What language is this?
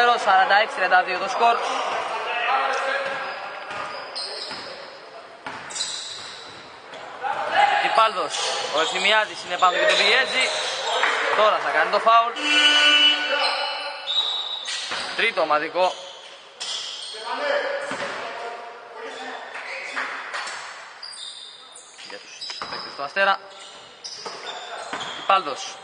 Greek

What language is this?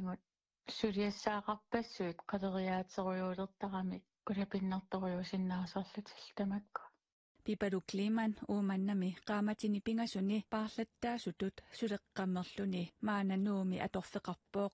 Kalaallisut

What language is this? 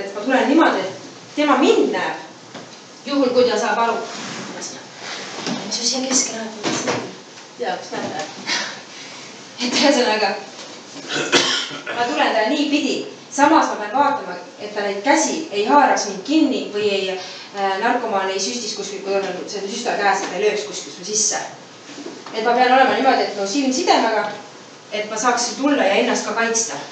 Estonian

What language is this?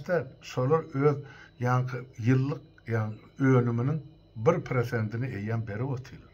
Turkmen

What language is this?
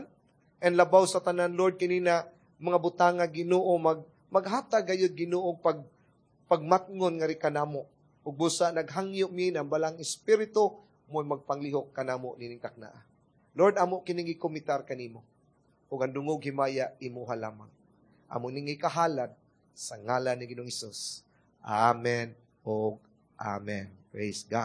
Cebuano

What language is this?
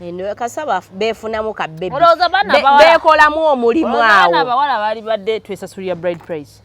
Ganda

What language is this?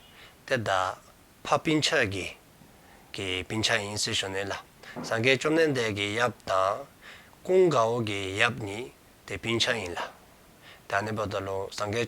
Dzongkha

